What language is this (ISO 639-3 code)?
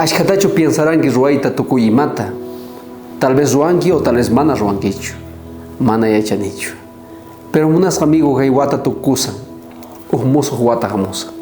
quh